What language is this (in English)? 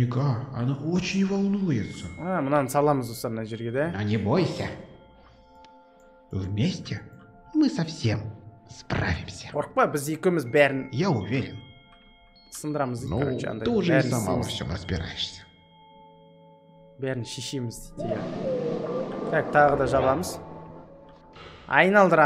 Kazakh